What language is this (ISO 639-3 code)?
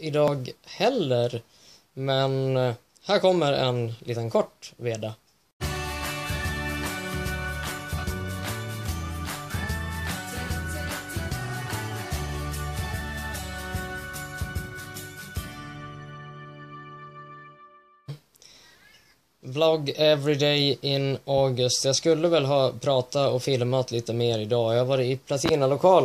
swe